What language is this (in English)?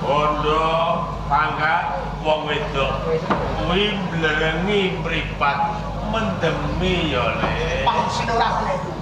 Javanese